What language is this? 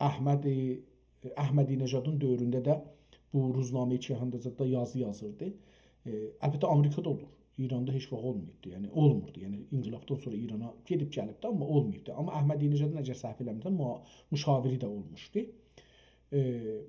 South Azerbaijani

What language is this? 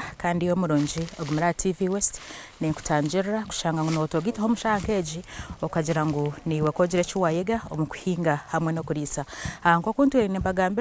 Nyankole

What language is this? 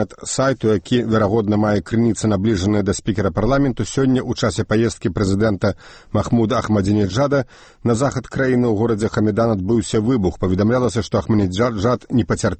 Belarusian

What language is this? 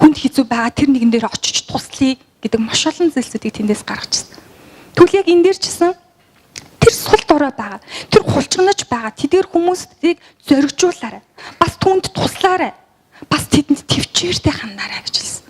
Mongolian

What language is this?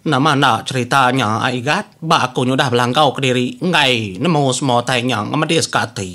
Iban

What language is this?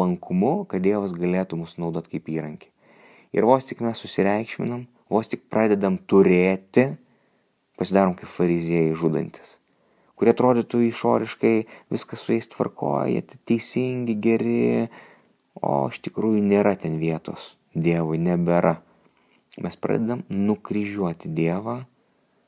Lithuanian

